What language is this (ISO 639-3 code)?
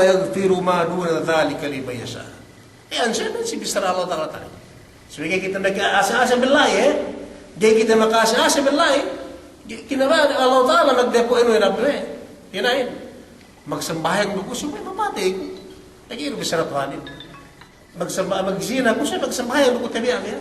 yka